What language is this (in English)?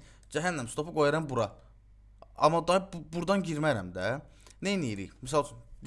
Azerbaijani